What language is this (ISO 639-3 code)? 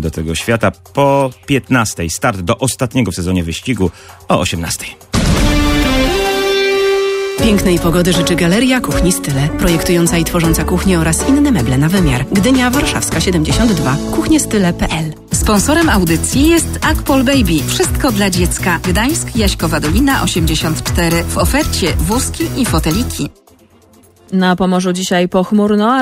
pol